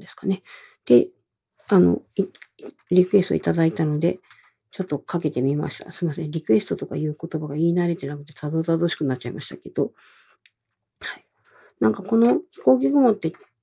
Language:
Japanese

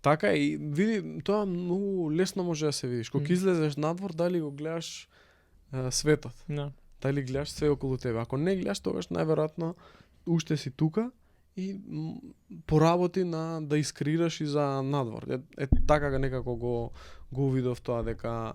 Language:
Macedonian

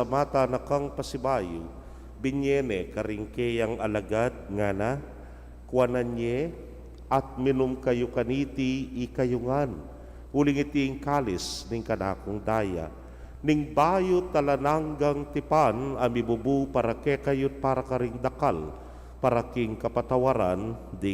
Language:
Pampanga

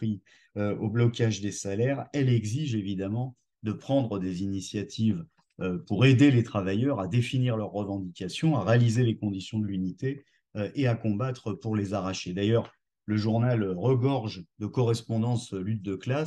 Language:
French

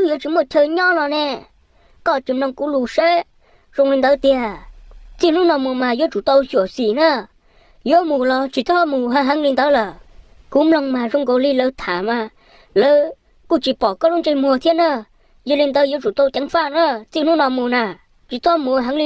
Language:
Hmong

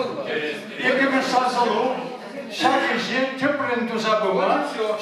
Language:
Chuvash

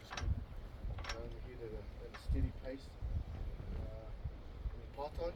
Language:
Māori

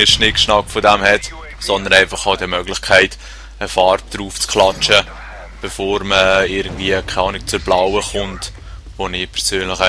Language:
Swiss German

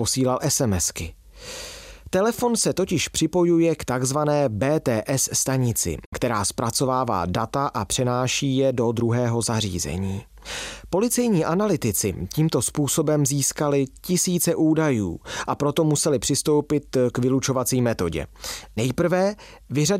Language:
Czech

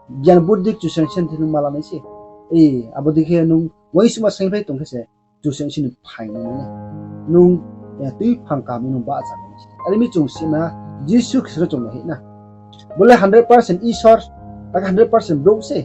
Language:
Riang (India)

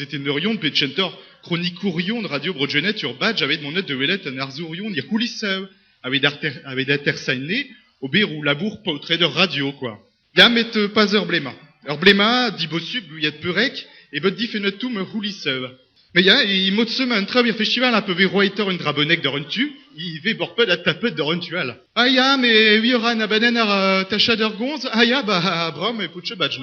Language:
Breton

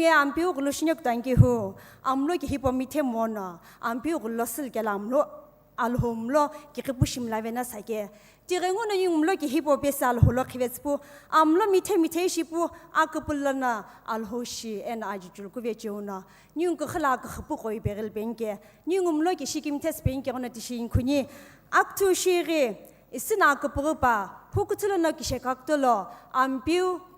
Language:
Sumi Naga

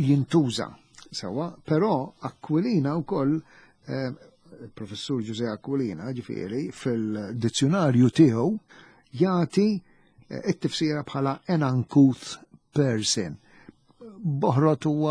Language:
Maltese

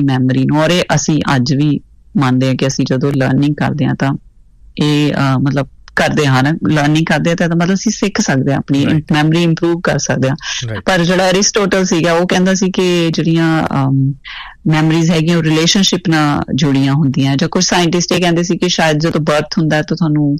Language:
Punjabi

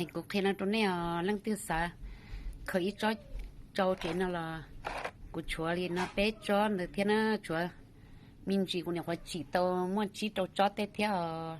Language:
Hmong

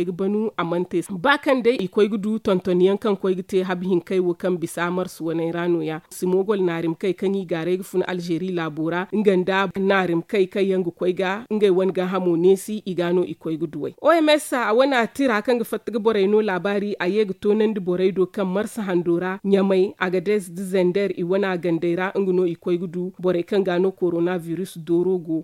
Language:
Zarma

